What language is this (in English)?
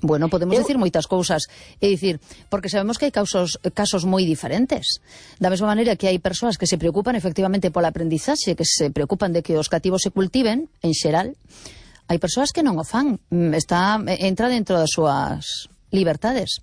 Galician